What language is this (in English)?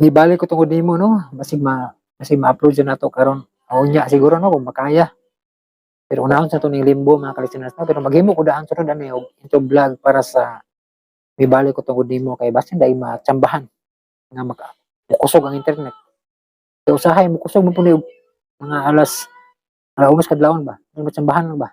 Cebuano